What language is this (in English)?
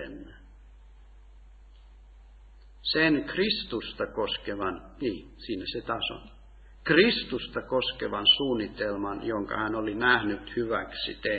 Finnish